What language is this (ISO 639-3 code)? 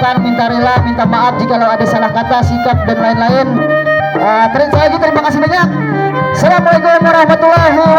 bjn